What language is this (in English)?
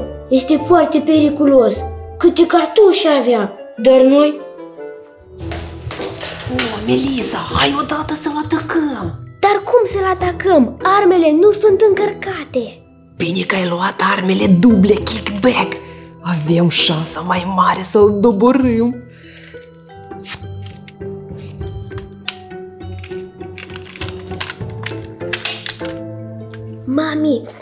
Romanian